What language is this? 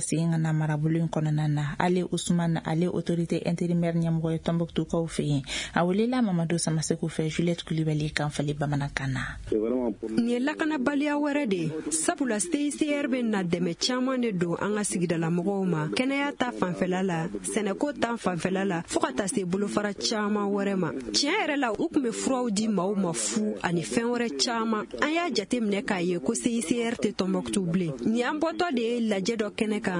Bambara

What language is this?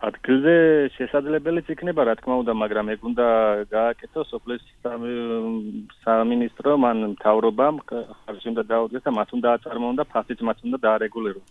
Georgian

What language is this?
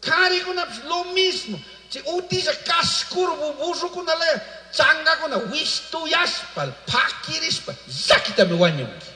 Chimborazo Highland Quichua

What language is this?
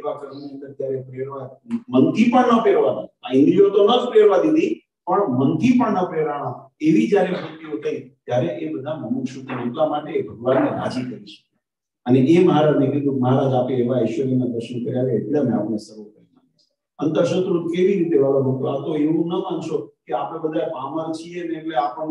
Gujarati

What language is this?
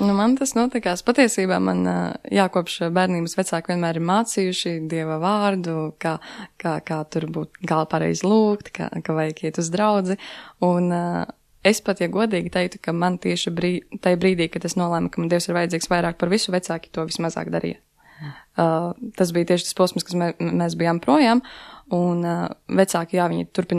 Latvian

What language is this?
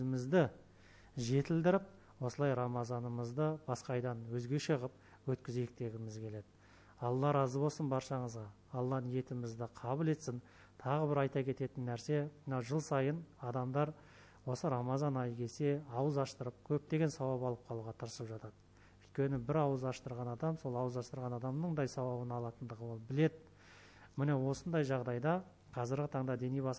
Kazakh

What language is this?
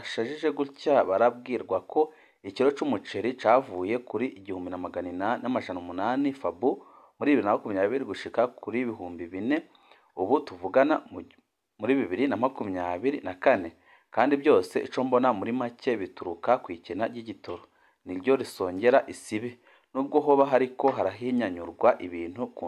Rundi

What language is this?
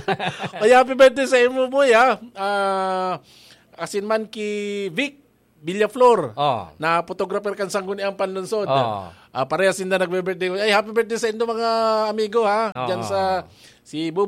Bikol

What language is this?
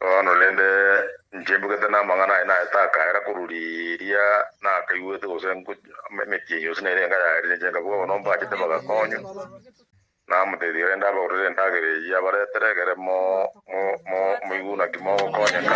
Gusii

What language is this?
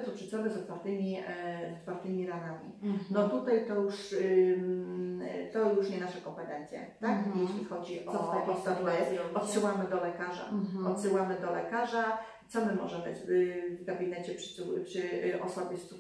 Polish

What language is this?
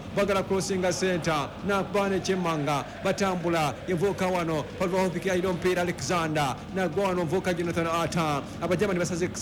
Ganda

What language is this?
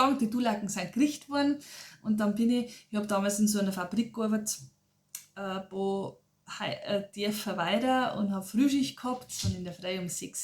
Bavarian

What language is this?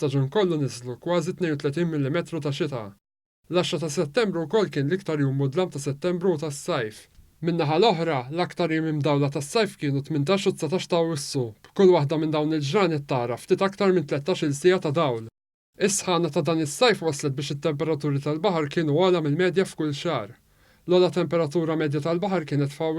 Maltese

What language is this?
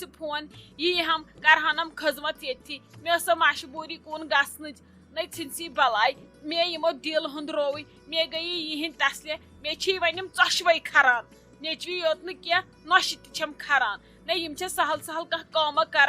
Kashmiri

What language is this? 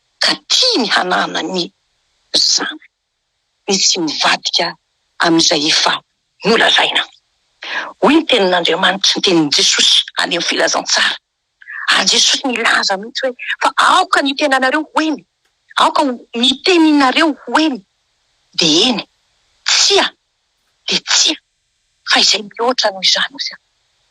Malagasy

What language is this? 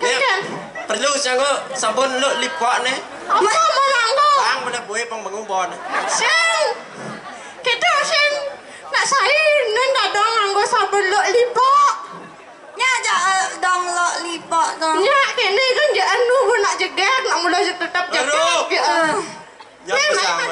Balinese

